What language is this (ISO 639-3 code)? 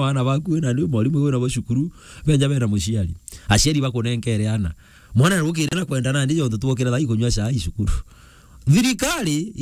mer